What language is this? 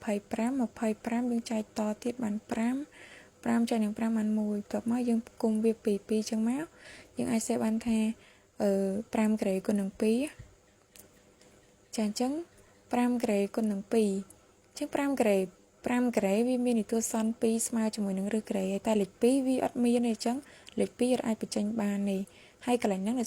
Khmer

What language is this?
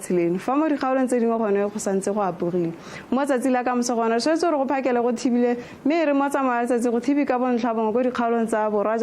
Tswana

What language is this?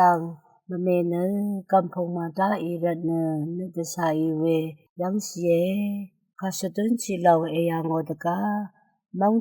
Rawang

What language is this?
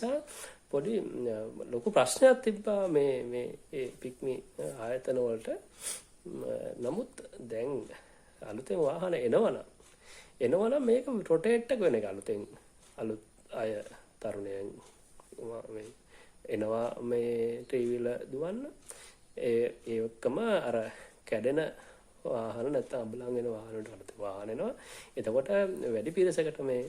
Sinhala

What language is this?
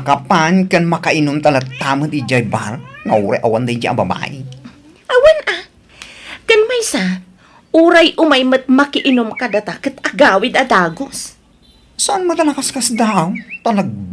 Iloko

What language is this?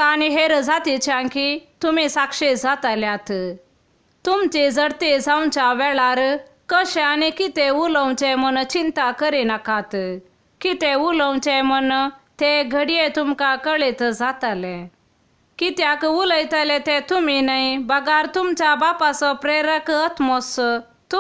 Konkani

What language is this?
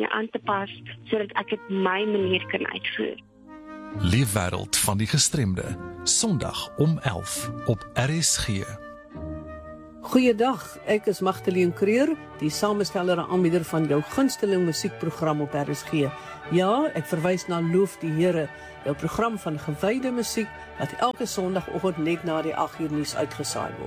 Afrikaans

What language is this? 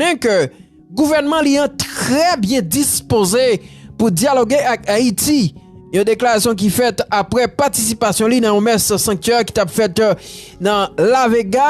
Haitian Creole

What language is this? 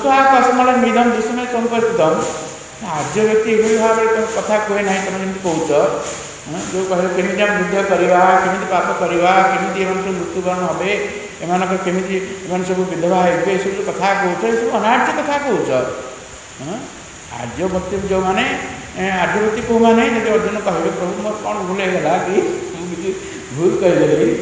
Odia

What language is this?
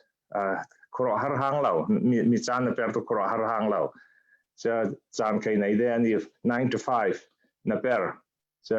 Falam Chin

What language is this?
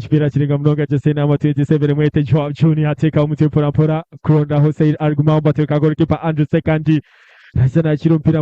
Nyankole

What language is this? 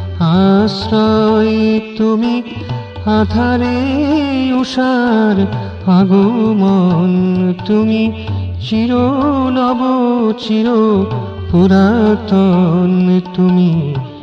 Bangla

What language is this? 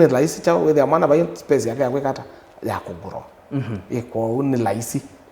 Kamba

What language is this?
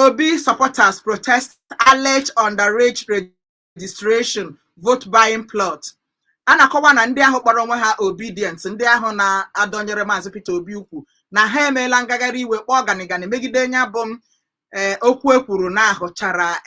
Igbo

